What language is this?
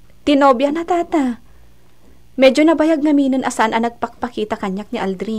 Iloko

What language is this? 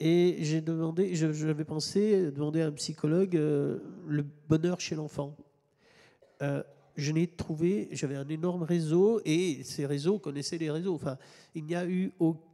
French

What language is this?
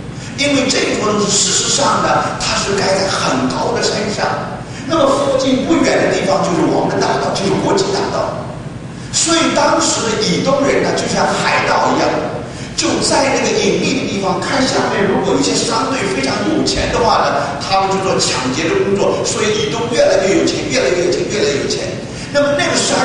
Chinese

